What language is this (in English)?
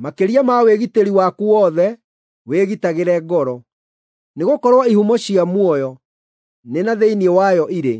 Kikuyu